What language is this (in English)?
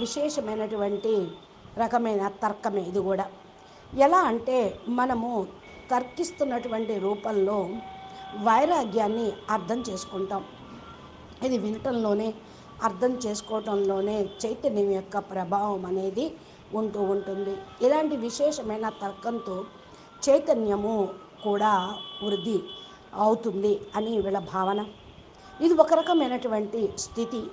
Telugu